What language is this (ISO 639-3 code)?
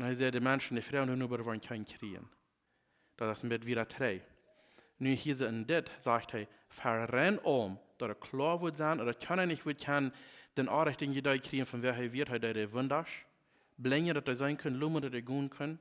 pdt